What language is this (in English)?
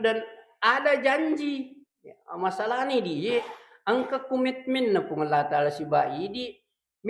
Buginese